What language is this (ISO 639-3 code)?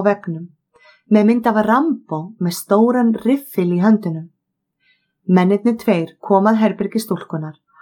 isl